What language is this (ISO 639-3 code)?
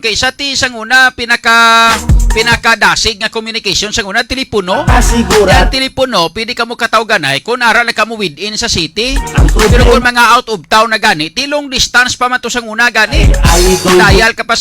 hil